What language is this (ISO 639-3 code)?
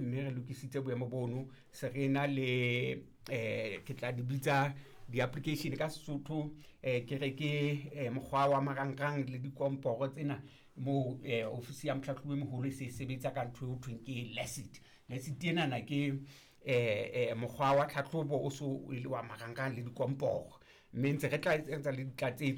sot